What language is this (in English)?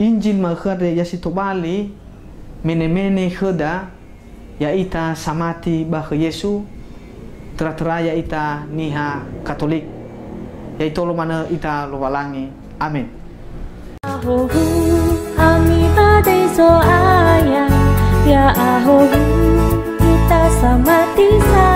Nias